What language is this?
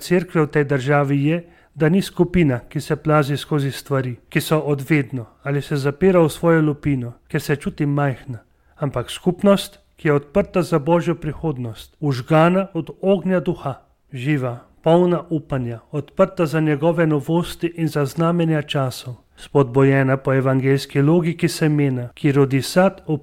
Slovenian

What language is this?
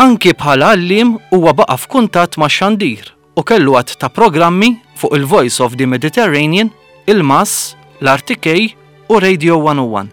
Maltese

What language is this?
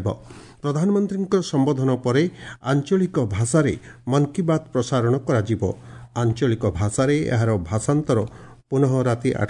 Odia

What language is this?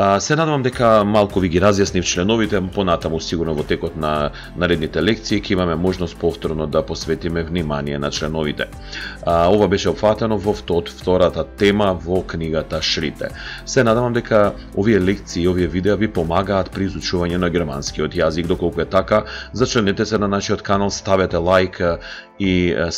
Macedonian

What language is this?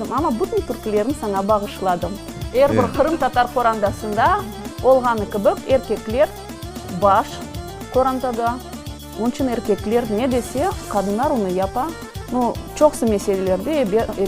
Crimean Tatar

